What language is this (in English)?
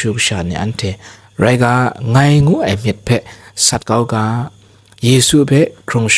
Kachin